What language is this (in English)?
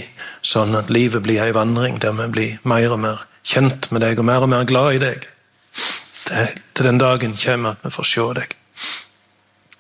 Norwegian